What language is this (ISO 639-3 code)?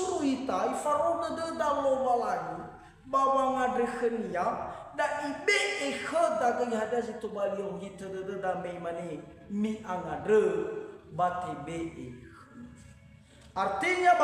nia